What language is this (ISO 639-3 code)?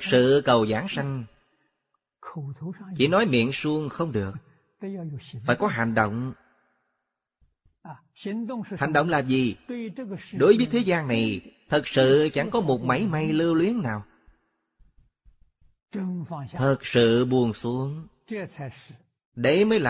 vie